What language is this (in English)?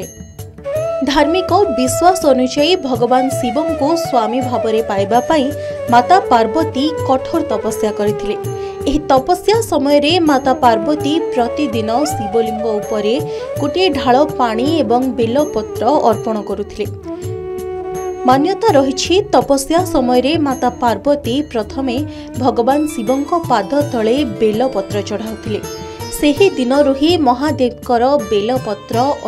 Odia